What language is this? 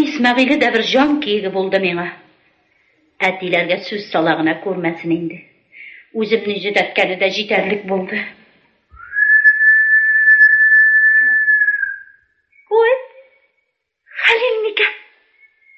Tatar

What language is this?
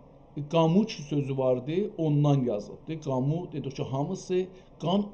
South Azerbaijani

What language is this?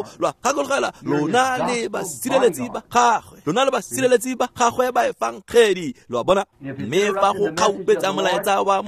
Tswana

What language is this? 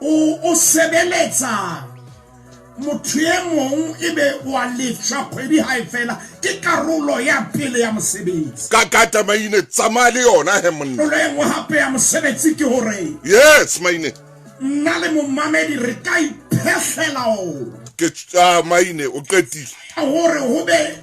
Southern Sotho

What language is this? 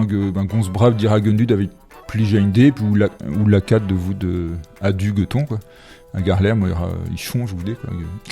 Breton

